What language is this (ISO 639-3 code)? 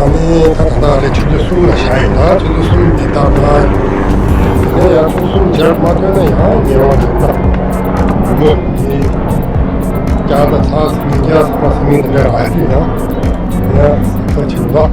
bod